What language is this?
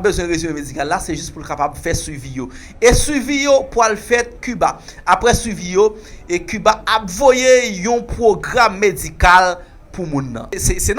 Haitian Creole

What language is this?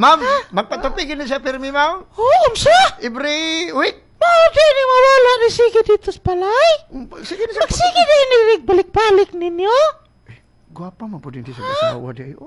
Cebuano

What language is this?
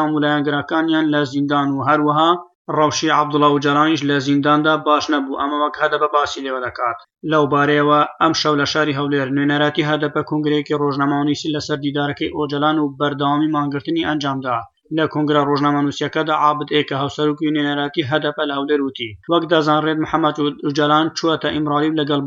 Central Kurdish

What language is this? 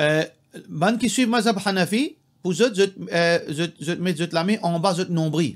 Morisyen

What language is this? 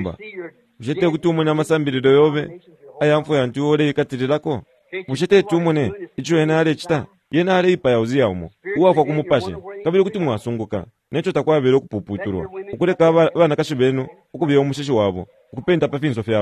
Bemba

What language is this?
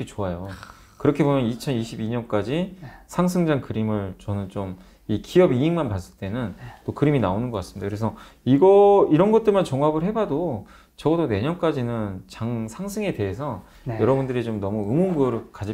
Korean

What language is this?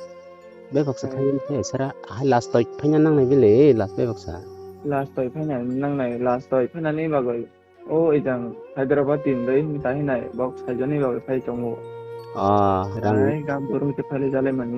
Kok Borok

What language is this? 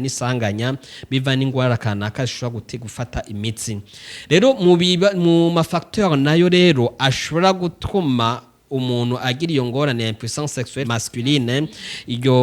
Rundi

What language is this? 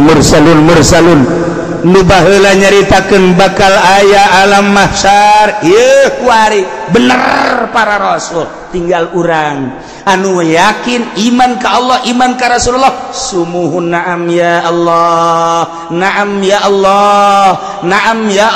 Sundanese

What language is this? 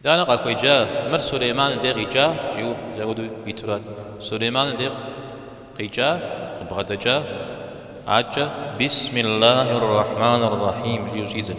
Kabardian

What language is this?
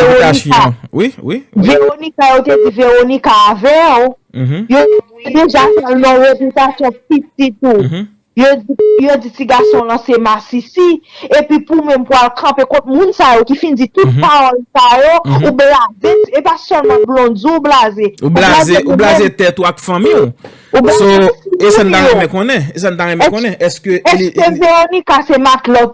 Haitian Creole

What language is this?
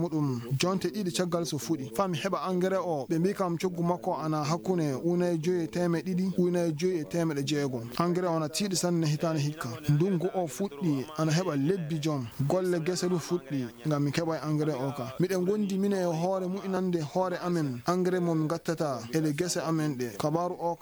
Fula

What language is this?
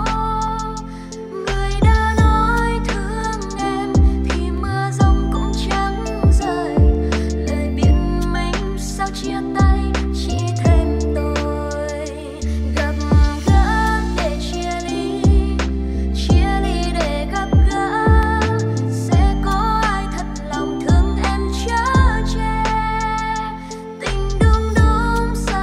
Vietnamese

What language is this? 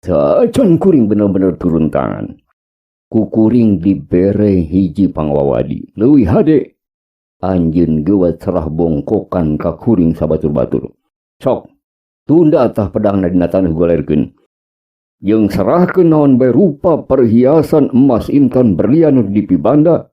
Sundanese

